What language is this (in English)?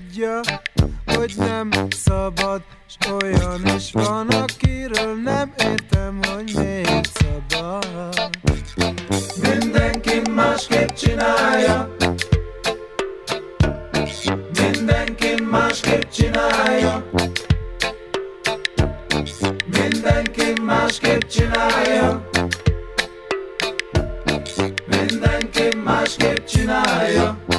Hungarian